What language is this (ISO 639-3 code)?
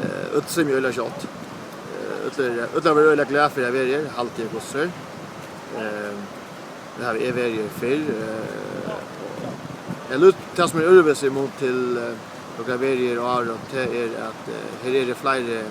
fao